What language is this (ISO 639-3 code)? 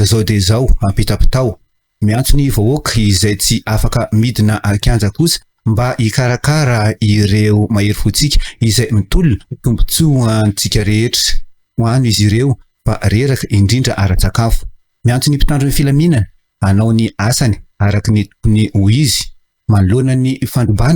mlg